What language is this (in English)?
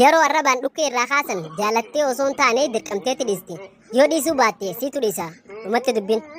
Oromo